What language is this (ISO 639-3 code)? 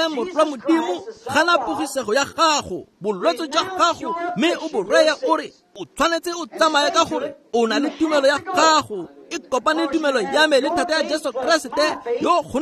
tsn